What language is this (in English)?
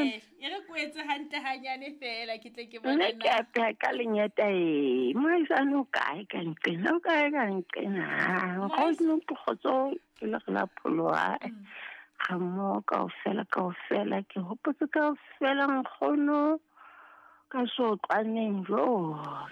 Southern Sotho